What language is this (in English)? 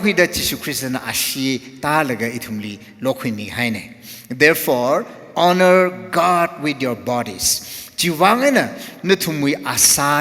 Tangkhul Naga (India)